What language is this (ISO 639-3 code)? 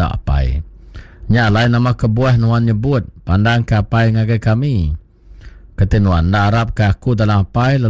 iba